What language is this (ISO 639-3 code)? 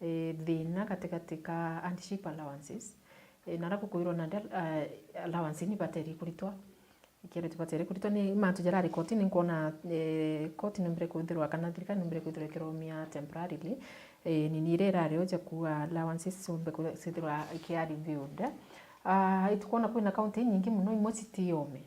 mer